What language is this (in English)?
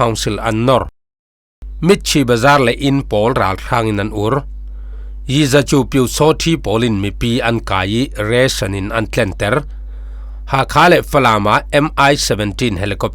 Falam Chin